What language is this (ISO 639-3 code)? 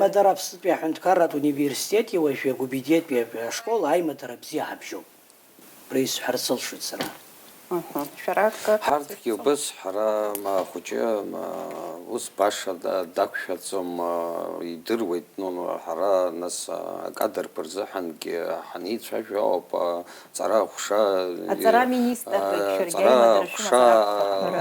abk